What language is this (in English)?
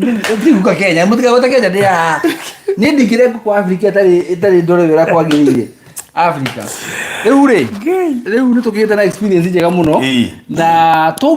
Kikuyu